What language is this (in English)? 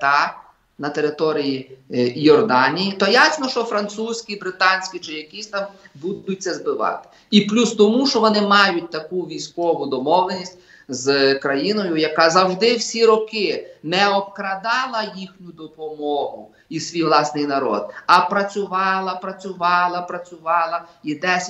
Ukrainian